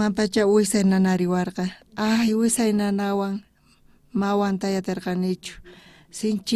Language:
South Bolivian Quechua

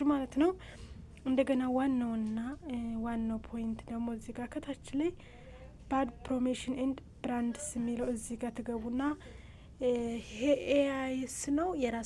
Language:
Amharic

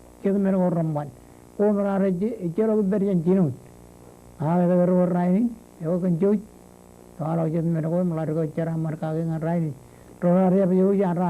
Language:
Marshallese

